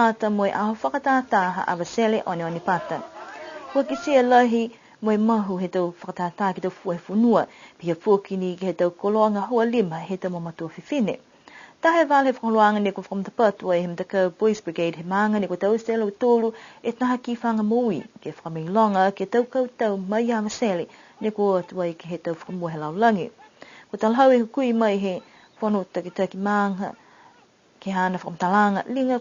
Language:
Niuean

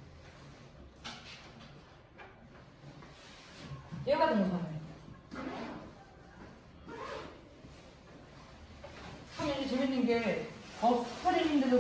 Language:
Korean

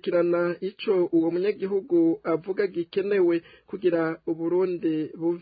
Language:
Rundi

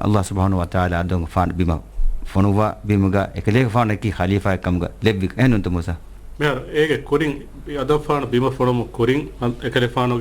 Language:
Divehi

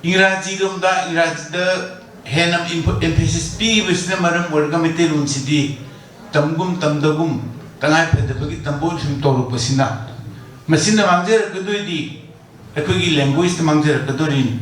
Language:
Manipuri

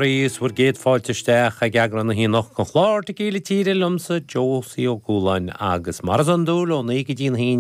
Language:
Irish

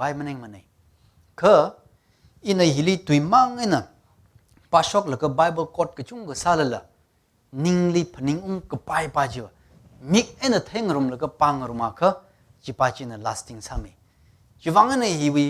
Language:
Tangkhul Naga (India)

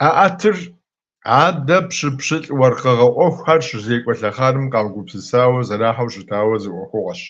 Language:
Kabardian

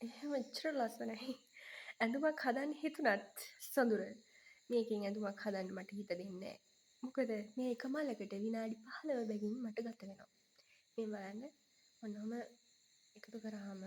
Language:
Sinhala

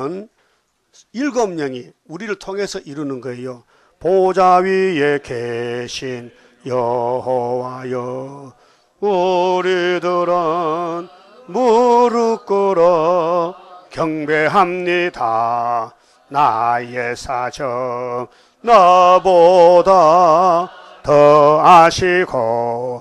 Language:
Korean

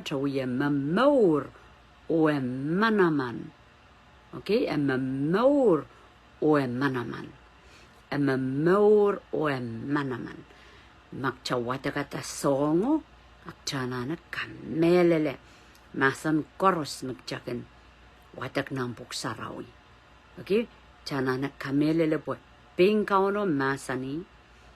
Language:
Pohnpeian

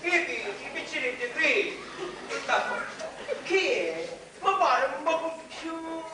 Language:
Sicilian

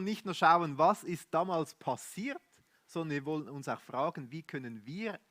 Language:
Swiss German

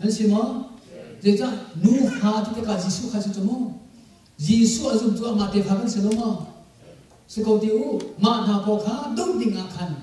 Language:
Hakha Chin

